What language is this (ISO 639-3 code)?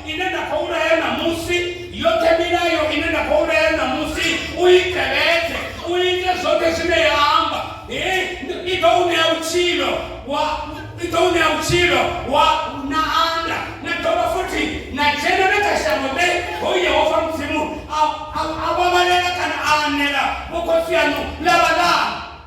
ven